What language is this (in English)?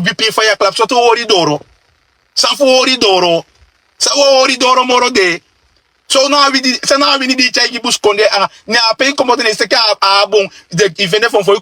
Sranan Tongo